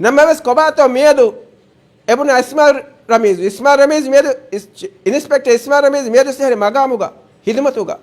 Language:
Divehi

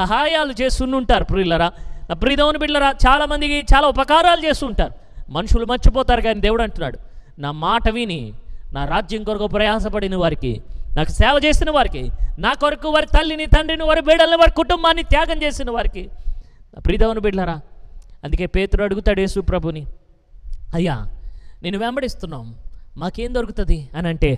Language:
Telugu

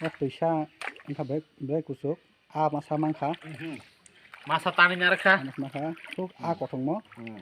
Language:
Kok Borok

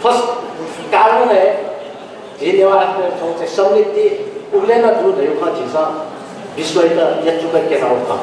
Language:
Newari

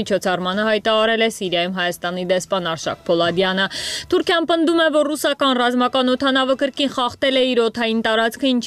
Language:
Armenian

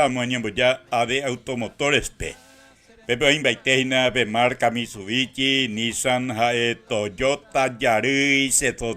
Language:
Guarani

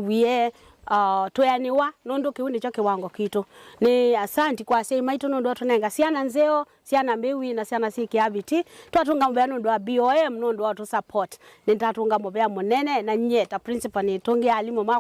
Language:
Kamba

